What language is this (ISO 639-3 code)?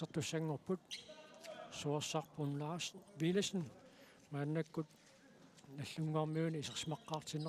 kal